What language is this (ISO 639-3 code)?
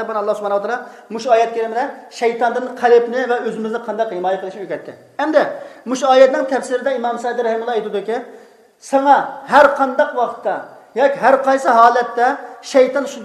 uig